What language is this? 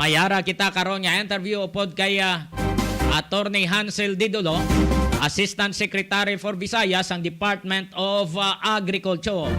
Hiligaynon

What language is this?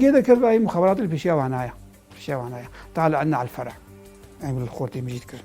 Kurdish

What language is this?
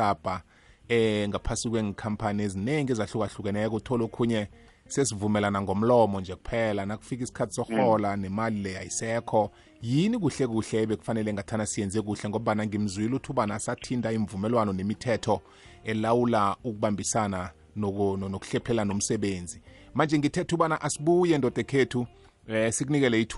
South Ndebele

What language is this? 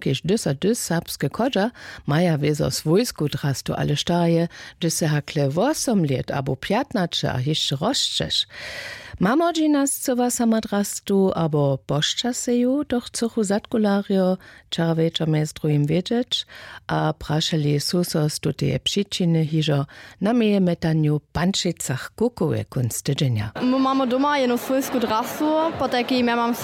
Upper Sorbian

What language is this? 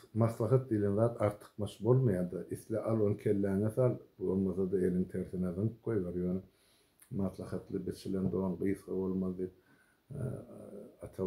Turkmen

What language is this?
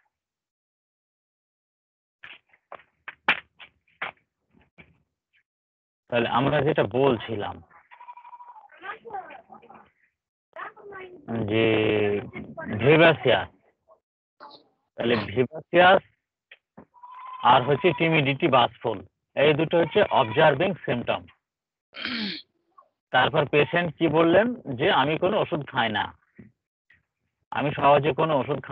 Bangla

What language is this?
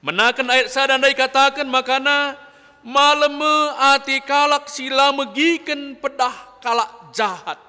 Batak Karo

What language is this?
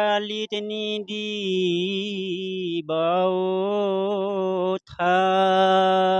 Assamese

